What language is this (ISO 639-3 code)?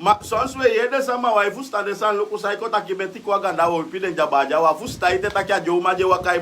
srn